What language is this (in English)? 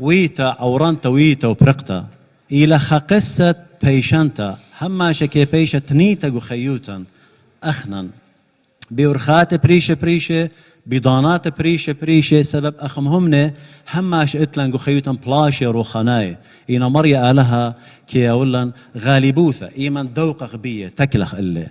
Assyrian Neo-Aramaic